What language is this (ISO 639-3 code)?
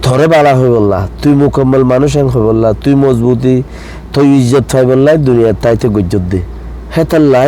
rhg